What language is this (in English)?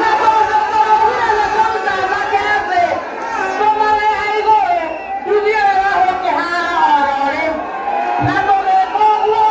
Kikuyu